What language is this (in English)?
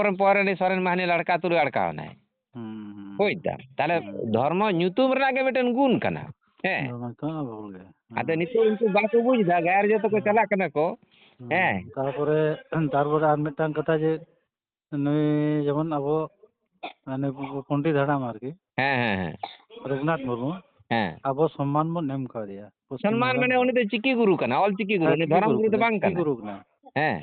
Santali